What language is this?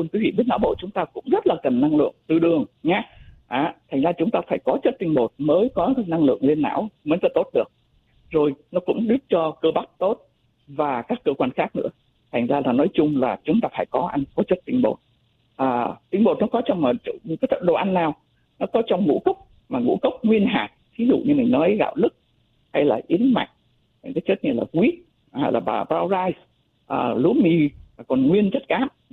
Vietnamese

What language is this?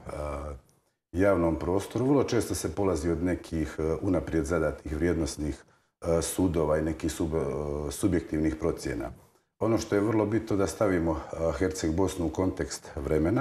Croatian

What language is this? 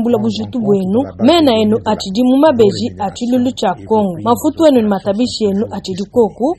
Luba-Lulua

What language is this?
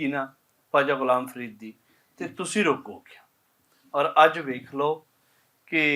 Western Panjabi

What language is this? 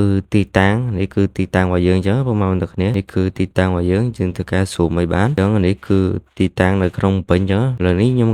Khmer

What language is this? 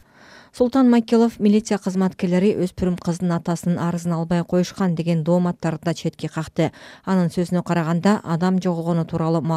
Kyrgyz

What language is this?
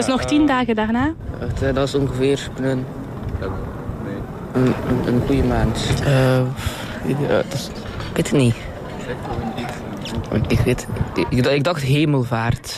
Dutch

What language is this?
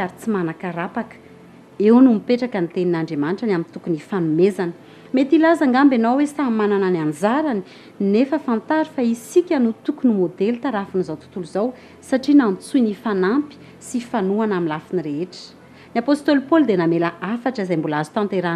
Malagasy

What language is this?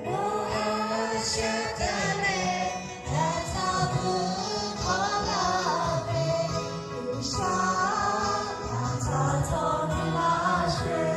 Lahu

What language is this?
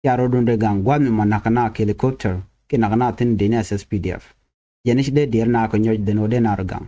Nuer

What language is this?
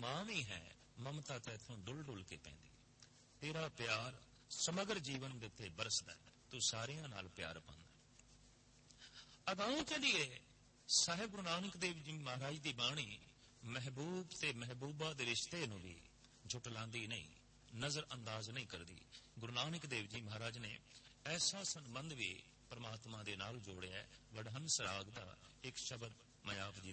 Punjabi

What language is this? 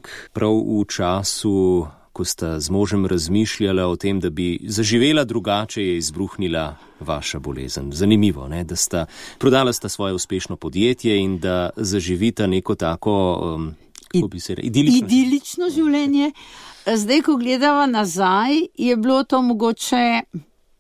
Slovenian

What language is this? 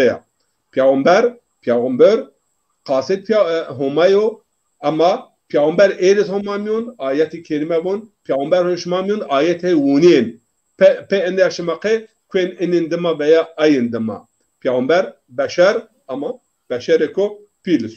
Zaza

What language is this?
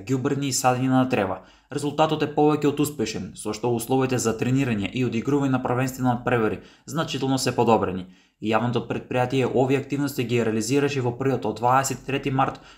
Macedonian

